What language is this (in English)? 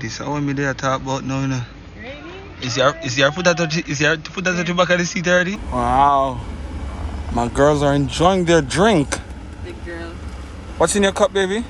Jamaican Creole English